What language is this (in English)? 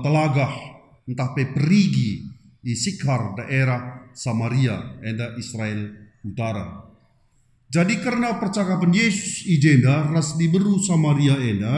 Batak Karo